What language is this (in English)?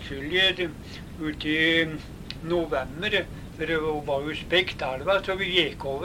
Norwegian